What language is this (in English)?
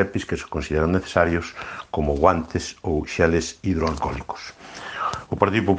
Galician